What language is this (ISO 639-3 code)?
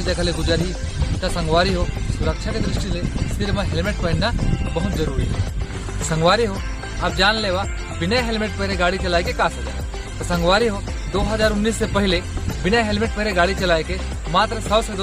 hne